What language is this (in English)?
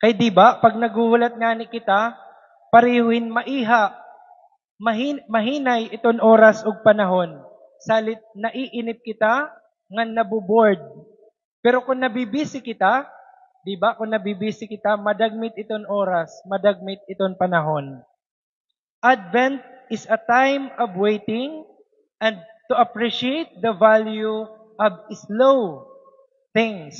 Waray